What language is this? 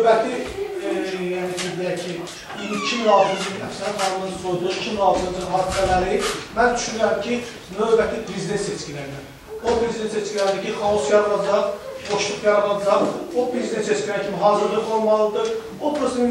South Azerbaijani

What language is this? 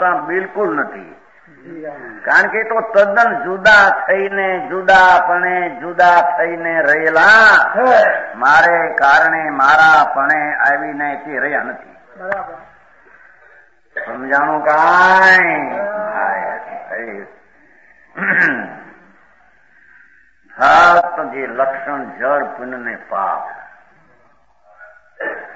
Gujarati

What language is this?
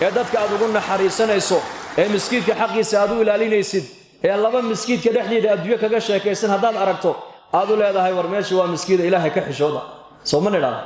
Somali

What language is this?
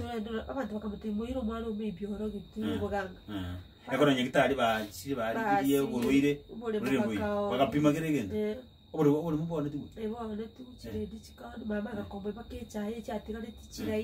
Gusii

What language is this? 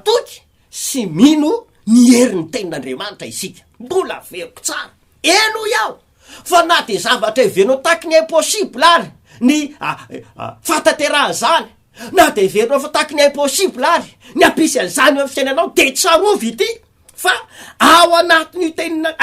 Malagasy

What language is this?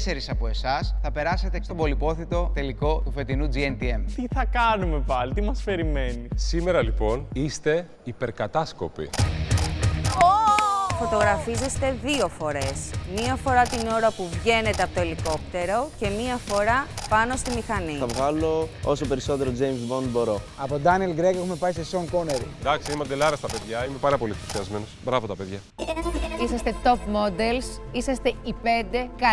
Greek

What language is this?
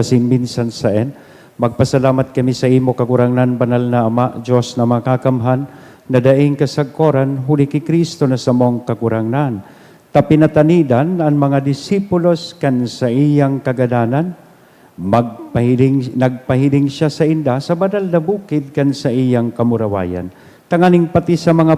Bikol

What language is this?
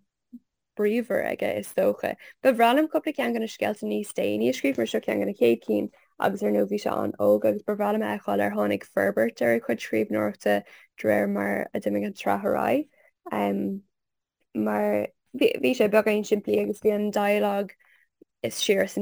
Irish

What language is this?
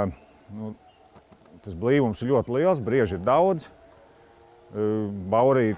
Latvian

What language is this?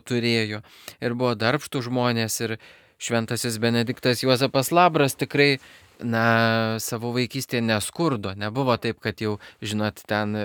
Lithuanian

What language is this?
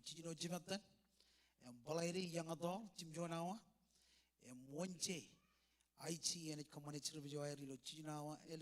Marshallese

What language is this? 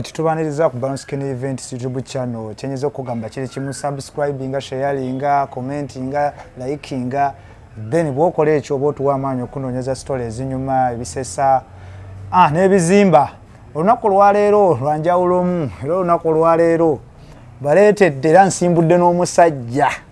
Ganda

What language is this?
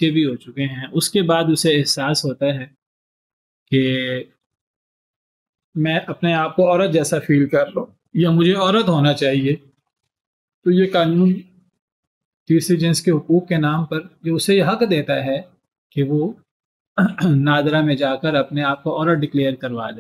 Urdu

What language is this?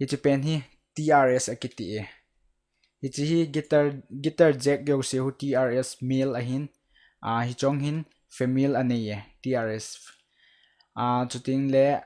Thado Chin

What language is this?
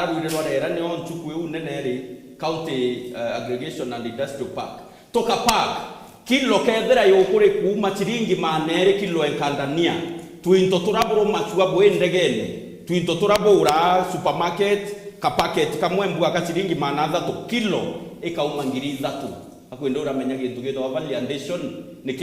Meru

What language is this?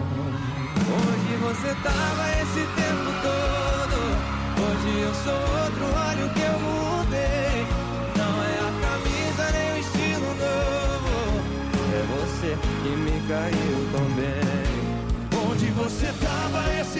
Portuguese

